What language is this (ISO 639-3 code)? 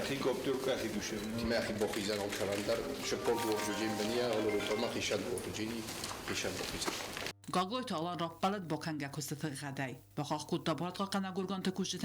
oss